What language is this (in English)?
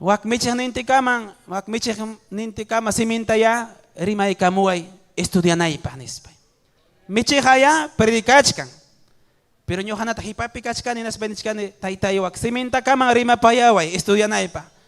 Ayacucho Quechua